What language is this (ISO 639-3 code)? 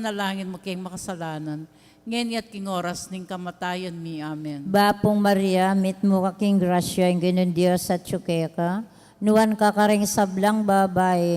pam